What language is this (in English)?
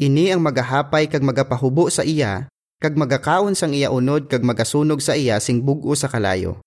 Hiligaynon